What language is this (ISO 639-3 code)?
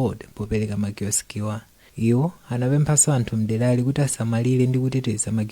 nya